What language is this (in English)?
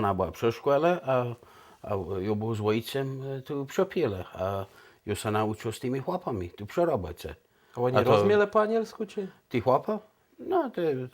Kashubian